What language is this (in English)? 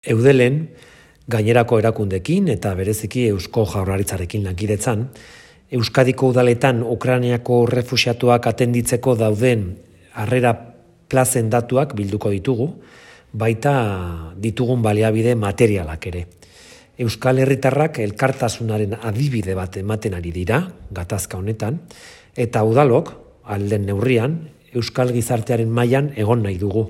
Basque